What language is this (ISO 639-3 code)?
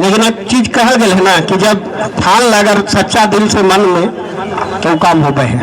mag